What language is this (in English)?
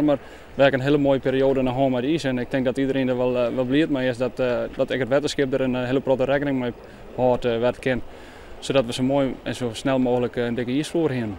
Western Frisian